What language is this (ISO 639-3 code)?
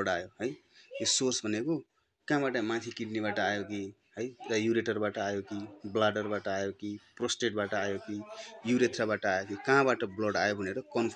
nep